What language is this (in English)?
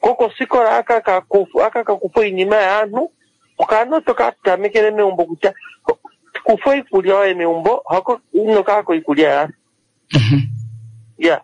Kuanyama